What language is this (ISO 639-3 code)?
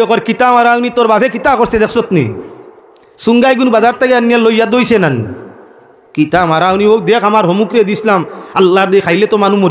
syl